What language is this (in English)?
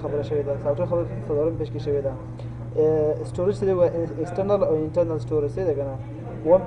Pashto